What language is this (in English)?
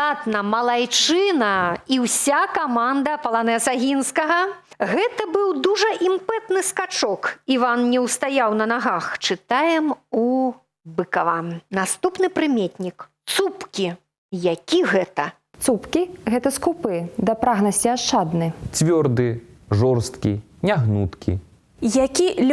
Belarusian